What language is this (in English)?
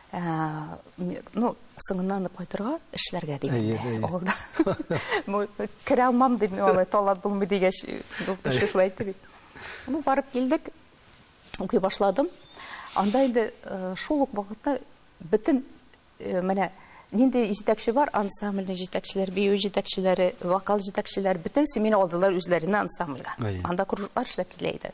Tatar